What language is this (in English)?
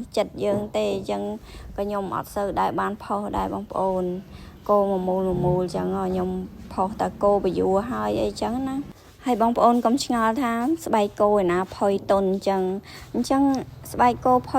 Khmer